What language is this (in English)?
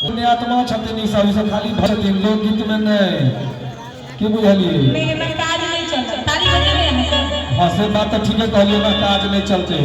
Maithili